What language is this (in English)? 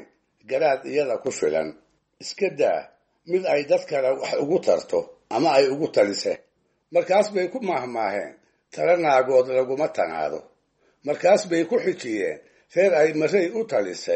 Somali